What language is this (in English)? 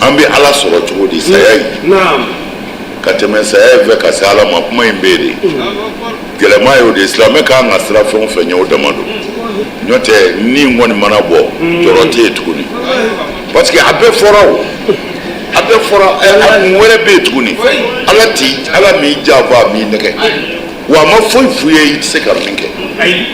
Bambara